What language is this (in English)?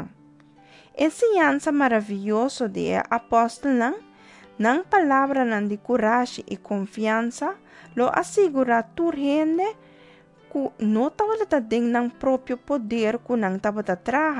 Papiamento